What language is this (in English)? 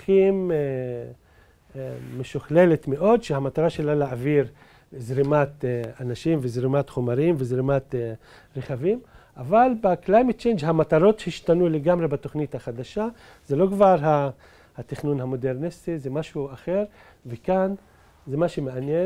Hebrew